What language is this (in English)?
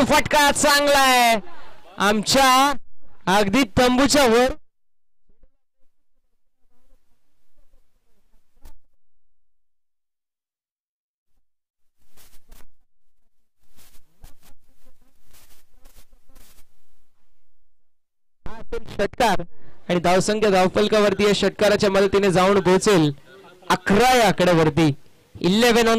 Marathi